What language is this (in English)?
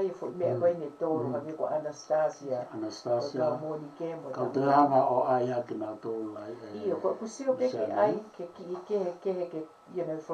Tongan